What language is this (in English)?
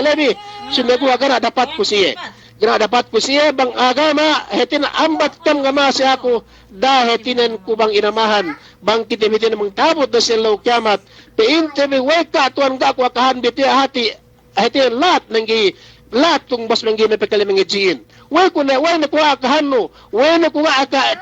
Yakan